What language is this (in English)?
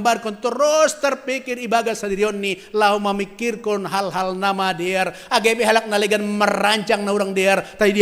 Batak Simalungun